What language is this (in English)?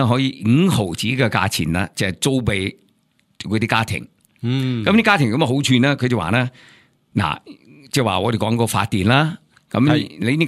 Cantonese